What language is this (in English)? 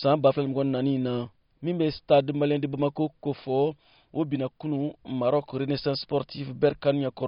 Bambara